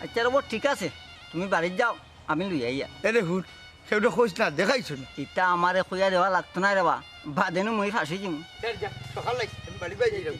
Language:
Sylheti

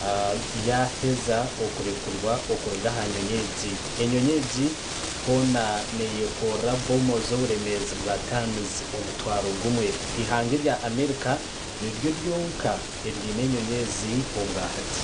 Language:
Nyankole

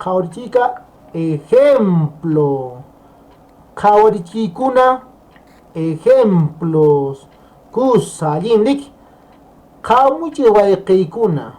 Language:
Quechua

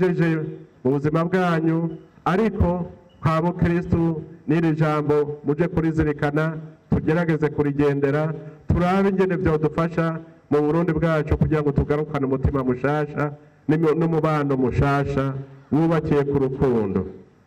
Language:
Rundi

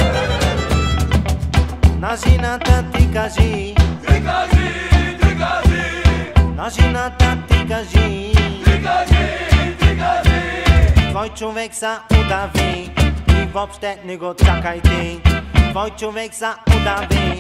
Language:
Bulgarian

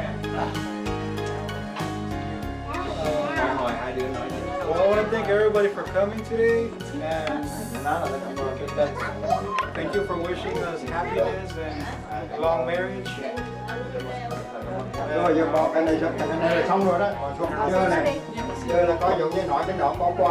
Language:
Vietnamese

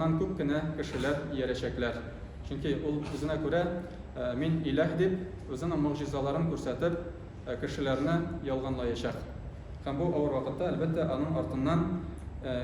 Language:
Tatar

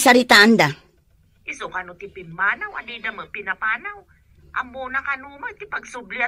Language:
Iloko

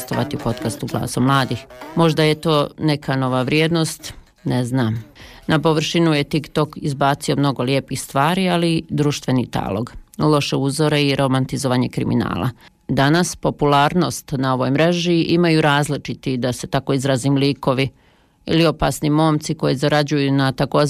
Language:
Bosnian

